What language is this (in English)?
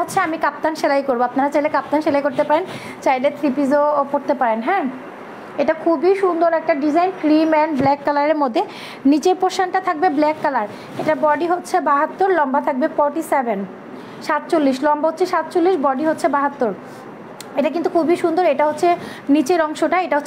Bangla